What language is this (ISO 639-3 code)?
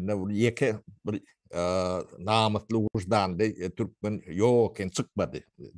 tuk